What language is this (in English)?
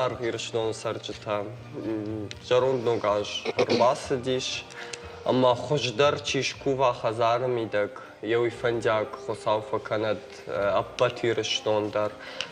Ossetic